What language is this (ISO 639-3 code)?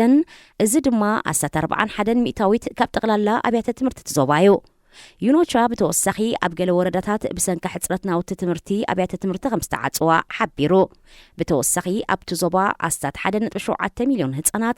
tir